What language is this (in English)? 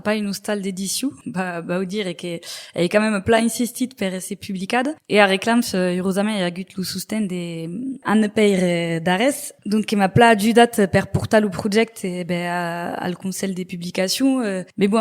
Occitan